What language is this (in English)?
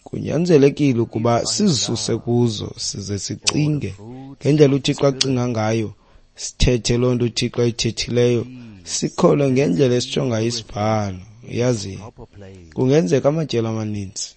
Xhosa